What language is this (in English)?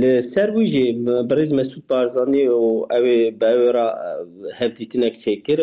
Kurdish